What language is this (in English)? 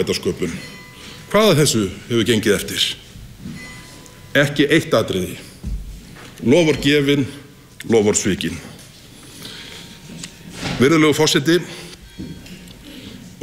Icelandic